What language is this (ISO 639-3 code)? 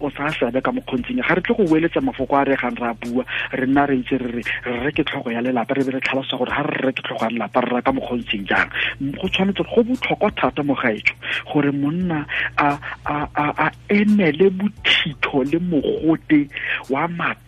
tsn